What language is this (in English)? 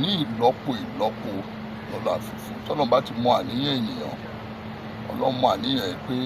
Yoruba